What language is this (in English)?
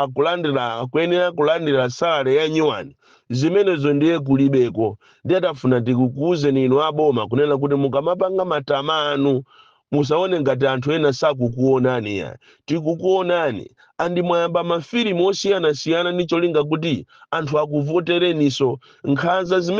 Nyanja